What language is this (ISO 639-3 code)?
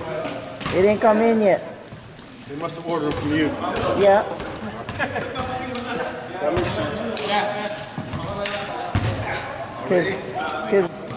eng